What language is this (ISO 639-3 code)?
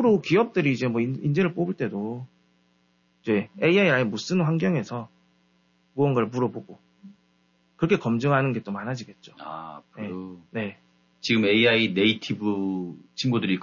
kor